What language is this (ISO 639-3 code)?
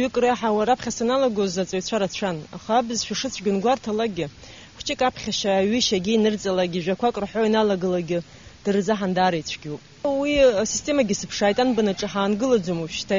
abk